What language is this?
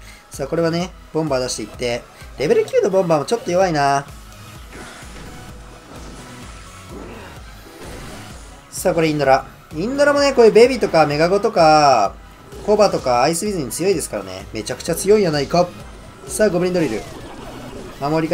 Japanese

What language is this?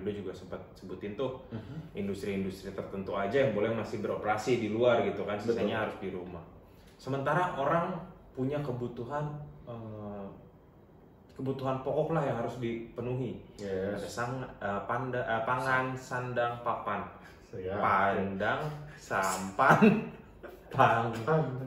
Indonesian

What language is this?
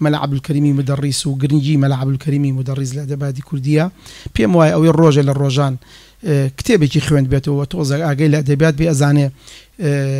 Central Kurdish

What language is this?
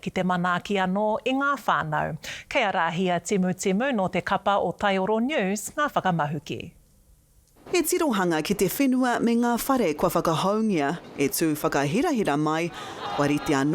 Māori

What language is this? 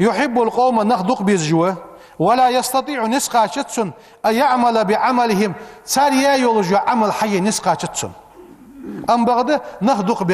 Ingush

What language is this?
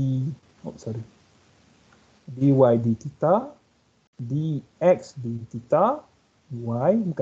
Malay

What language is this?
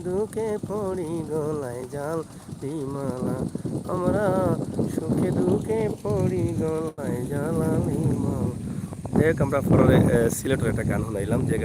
Sylheti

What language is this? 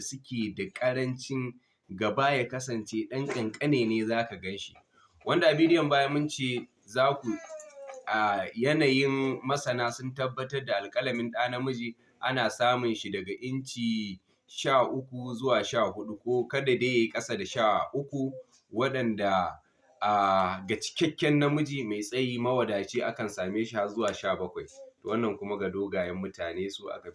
Hausa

